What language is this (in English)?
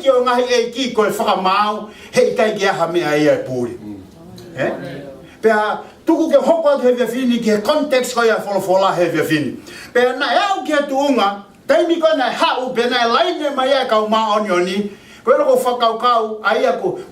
Tongan